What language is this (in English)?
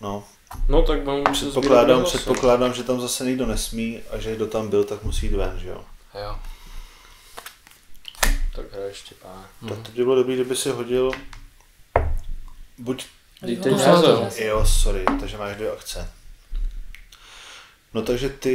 Czech